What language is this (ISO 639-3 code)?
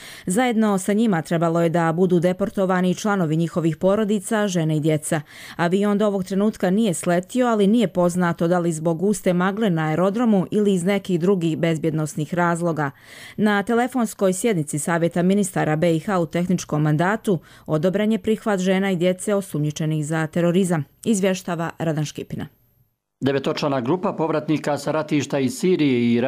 bos